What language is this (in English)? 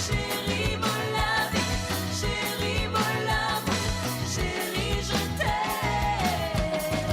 Morisyen